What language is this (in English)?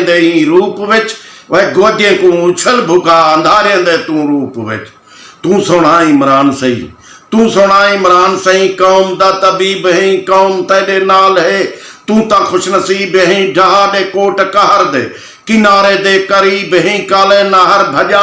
Saraiki